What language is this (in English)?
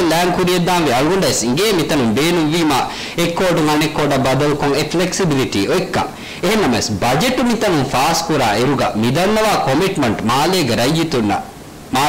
Divehi